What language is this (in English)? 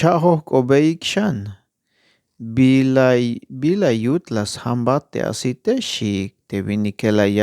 Tzeltal